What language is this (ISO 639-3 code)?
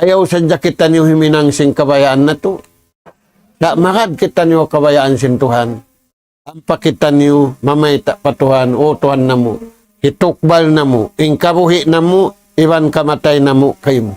tsg